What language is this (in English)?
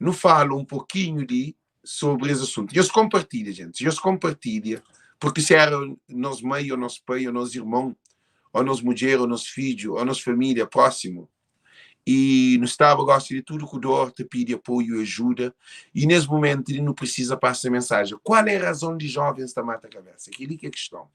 Kabuverdianu